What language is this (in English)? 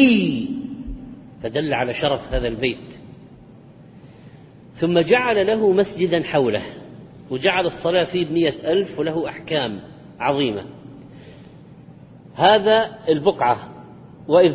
Arabic